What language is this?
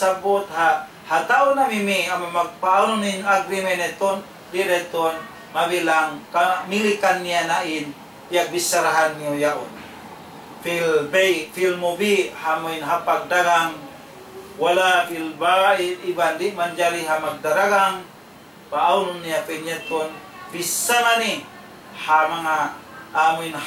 Tausug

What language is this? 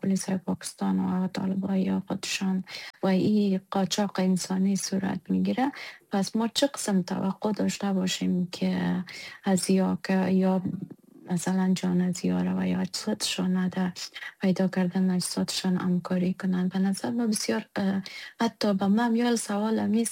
Persian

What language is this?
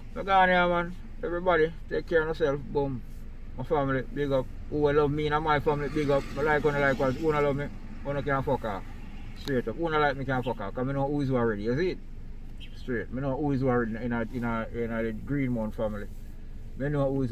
Jamaican Creole English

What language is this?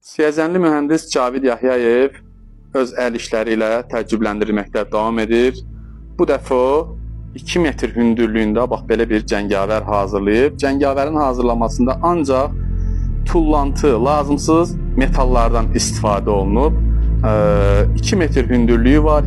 Azerbaijani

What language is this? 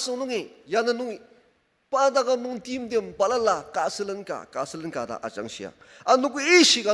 Ao Naga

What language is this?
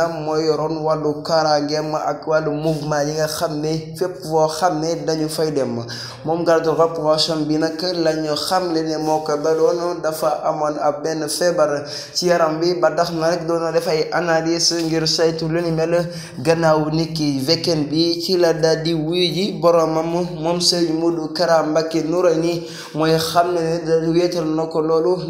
Wolof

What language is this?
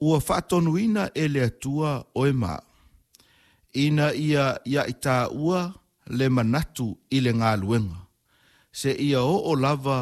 Samoan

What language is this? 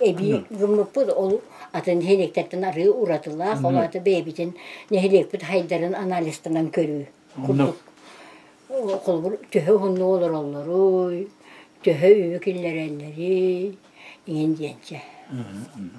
Yakut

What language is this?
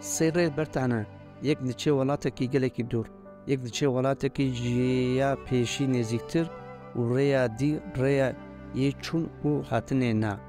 Kurdish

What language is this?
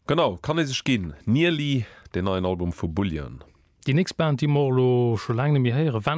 Luxembourgish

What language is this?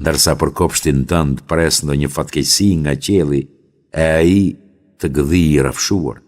Albanian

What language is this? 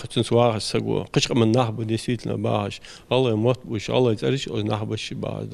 Ingush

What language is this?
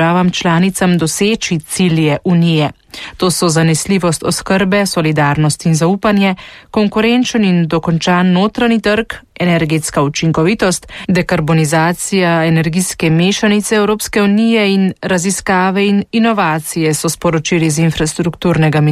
Slovenian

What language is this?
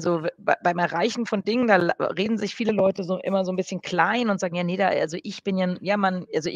German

